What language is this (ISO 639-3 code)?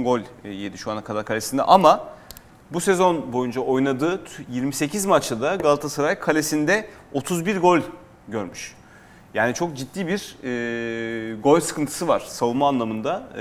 tur